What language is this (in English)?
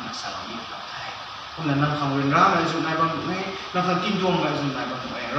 Rongmei Naga